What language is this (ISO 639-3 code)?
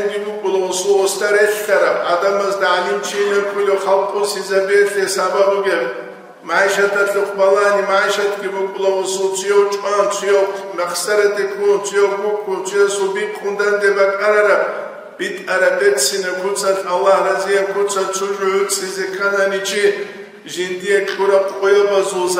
ava